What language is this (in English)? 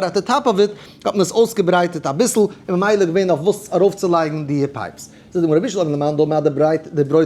Yiddish